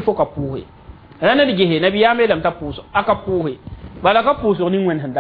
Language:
Mossi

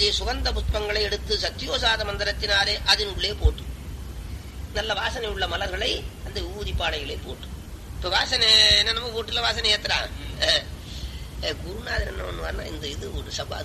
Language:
Tamil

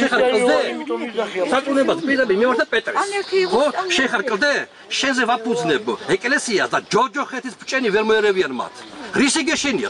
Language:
Georgian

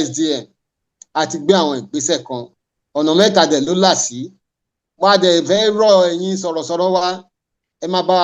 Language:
Yoruba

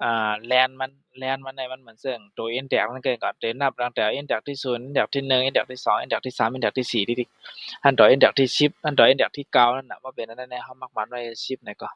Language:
Shan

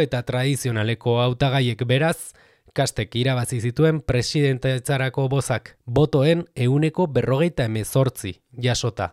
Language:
Basque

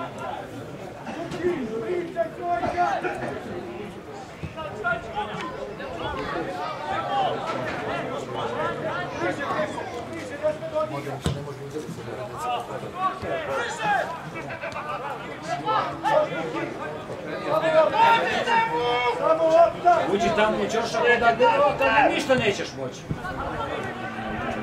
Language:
Croatian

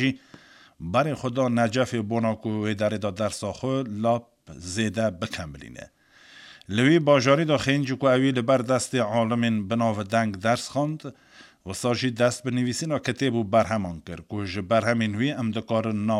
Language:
Kurdish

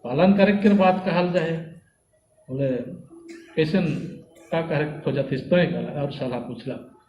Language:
Sadri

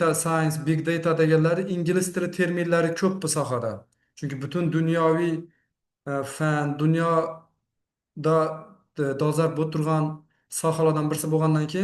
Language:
Uzbek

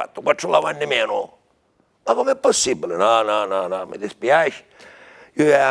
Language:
Sicilian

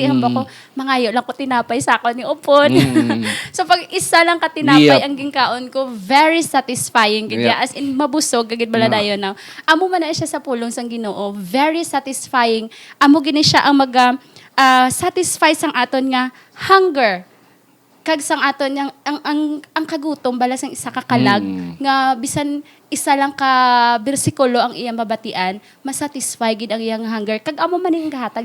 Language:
Hiligaynon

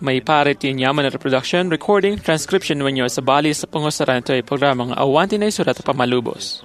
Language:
Iloko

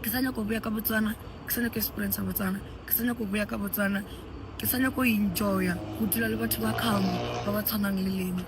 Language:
Tswana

